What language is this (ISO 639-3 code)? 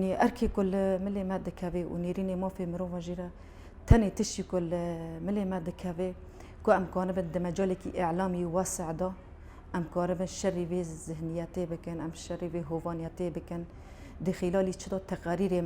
kur